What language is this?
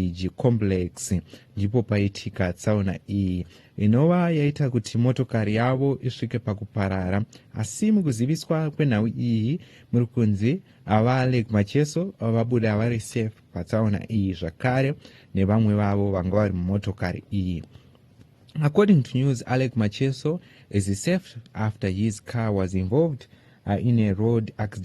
Shona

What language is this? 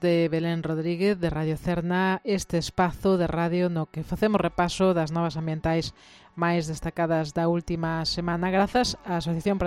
Galician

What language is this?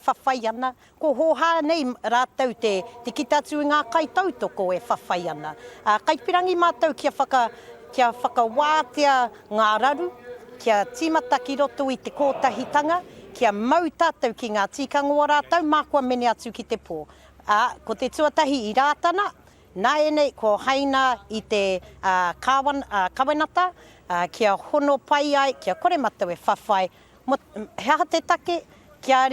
Māori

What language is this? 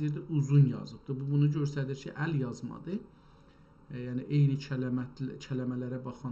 South Azerbaijani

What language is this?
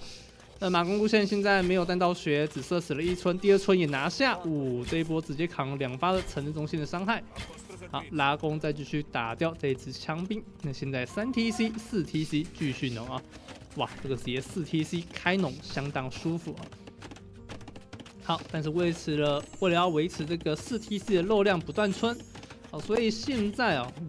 Chinese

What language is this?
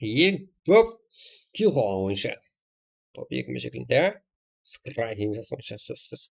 Kara-Kalpak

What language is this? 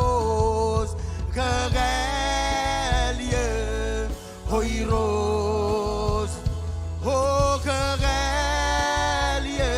Marshallese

